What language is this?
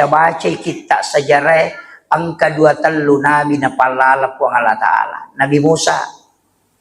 Buginese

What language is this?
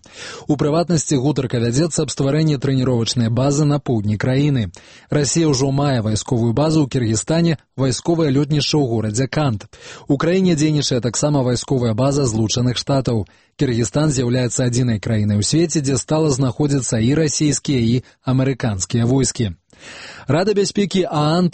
Belarusian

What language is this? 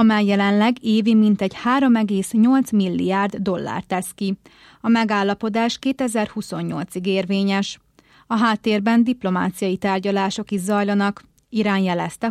Hungarian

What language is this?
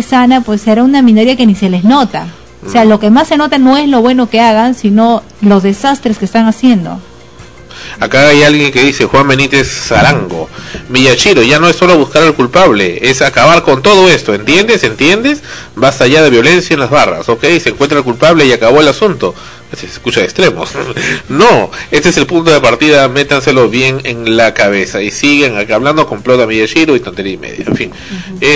Spanish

